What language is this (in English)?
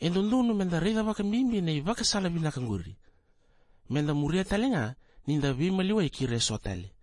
Fijian